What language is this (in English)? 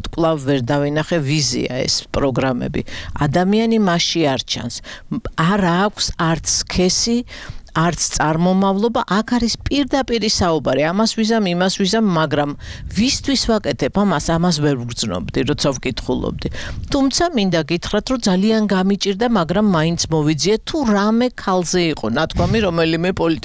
Georgian